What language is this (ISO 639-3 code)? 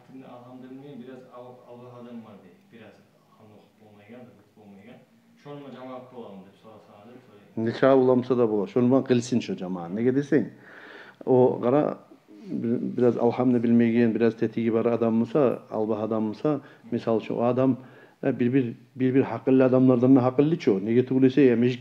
kum